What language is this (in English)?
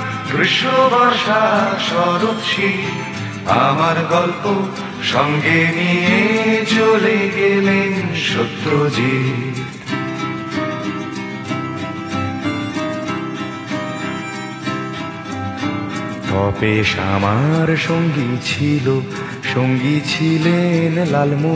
Bangla